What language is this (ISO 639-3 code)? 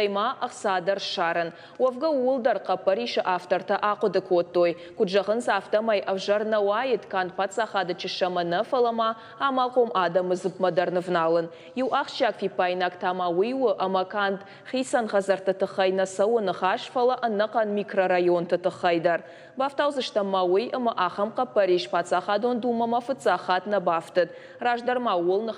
oss